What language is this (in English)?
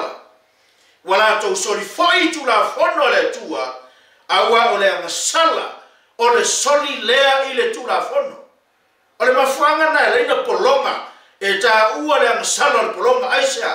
Samoan